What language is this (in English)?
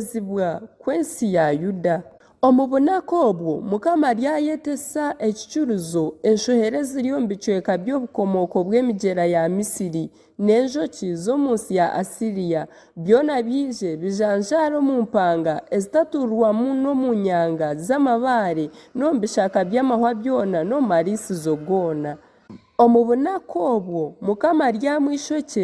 Nyankole